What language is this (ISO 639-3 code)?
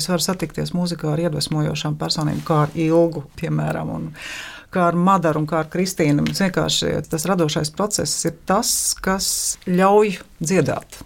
lav